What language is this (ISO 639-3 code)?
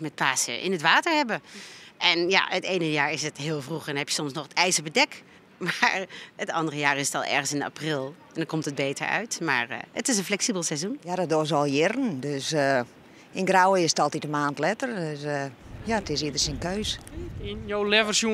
fry